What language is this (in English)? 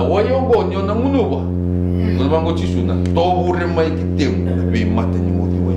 Fijian